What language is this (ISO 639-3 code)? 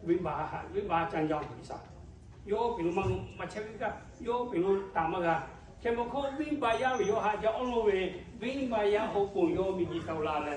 lhu